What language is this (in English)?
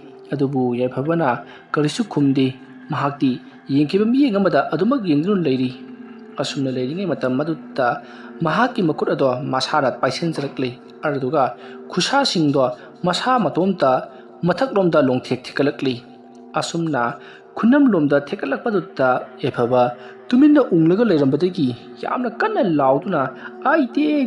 Manipuri